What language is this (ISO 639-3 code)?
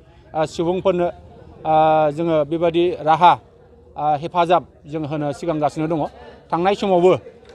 brx